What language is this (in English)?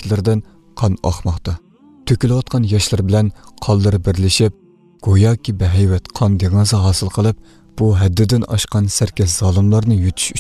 Uyghur